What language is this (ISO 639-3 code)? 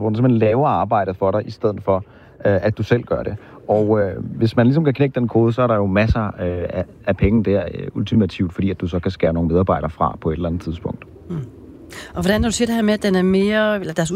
dan